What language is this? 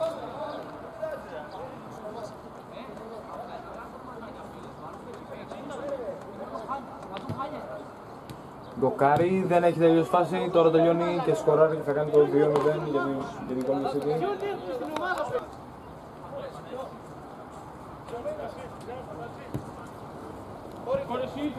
Greek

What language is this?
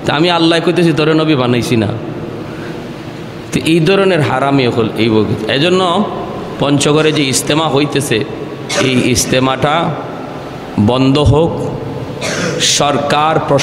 Bangla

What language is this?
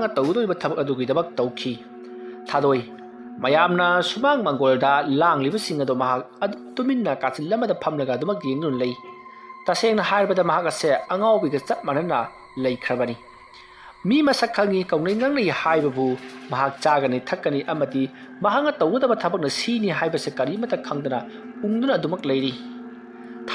Manipuri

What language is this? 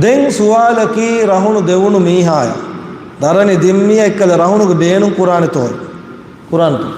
Divehi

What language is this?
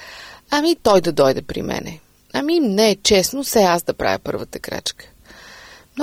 Bulgarian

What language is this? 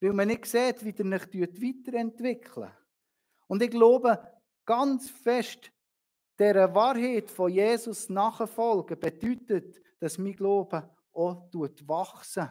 Swiss German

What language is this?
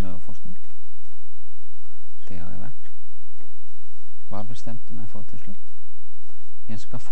Norwegian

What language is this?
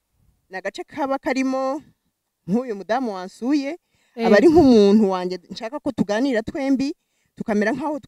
Kinyarwanda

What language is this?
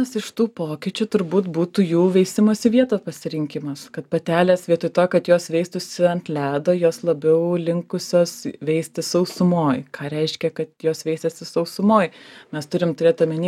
Lithuanian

